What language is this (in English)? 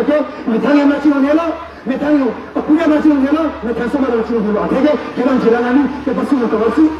Karbi